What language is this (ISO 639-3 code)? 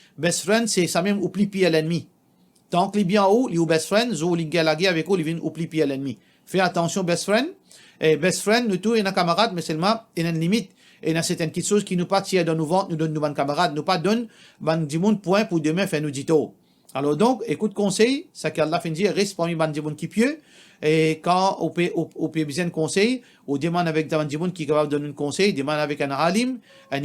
mfe